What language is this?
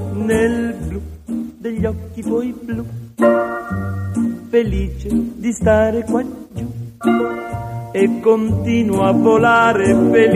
Italian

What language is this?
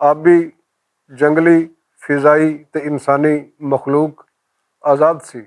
Western Panjabi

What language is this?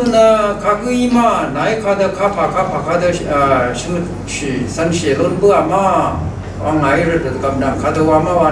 Rawang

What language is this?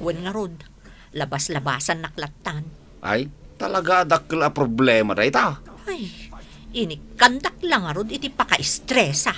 Iloko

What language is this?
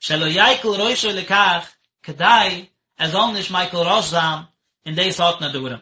Yiddish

